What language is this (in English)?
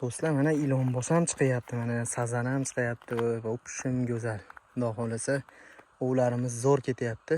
Uzbek